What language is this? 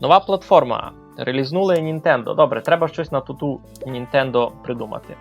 Rusyn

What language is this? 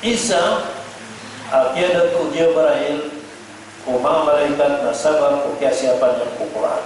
Maranao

